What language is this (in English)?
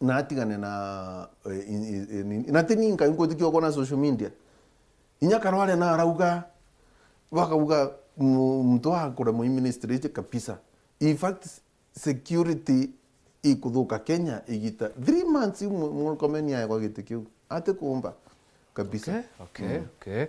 Meru